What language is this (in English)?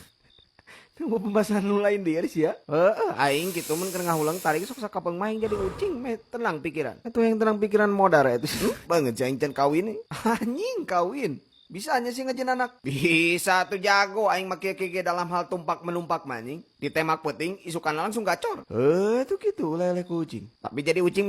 Sundanese